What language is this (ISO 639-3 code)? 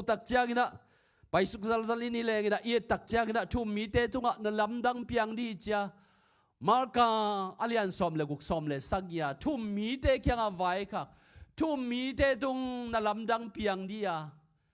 ctd